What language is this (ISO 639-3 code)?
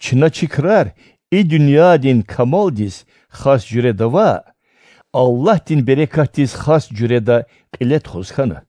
lez